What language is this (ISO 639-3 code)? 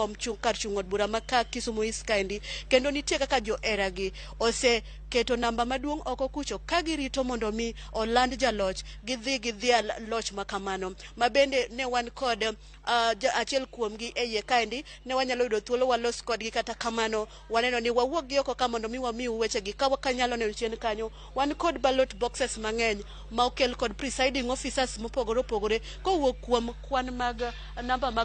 luo